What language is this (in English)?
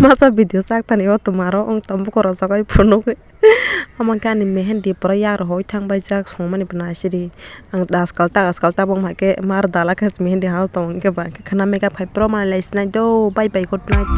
Kok Borok